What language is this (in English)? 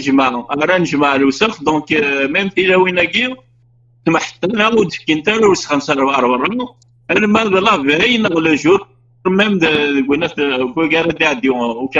Kabyle